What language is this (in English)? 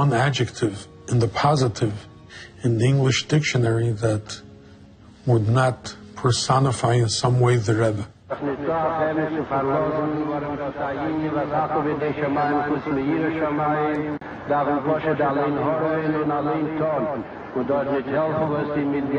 Hebrew